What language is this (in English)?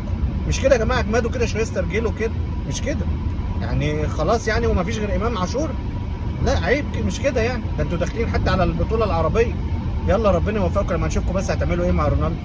Egyptian Arabic